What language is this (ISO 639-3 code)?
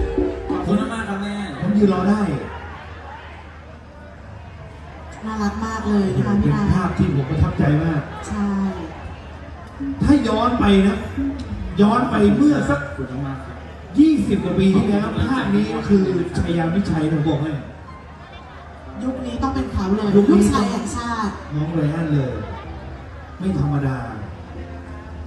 tha